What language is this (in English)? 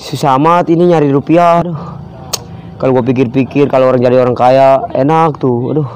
Betawi